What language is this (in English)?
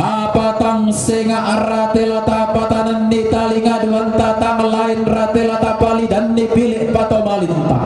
Toraja-Sa'dan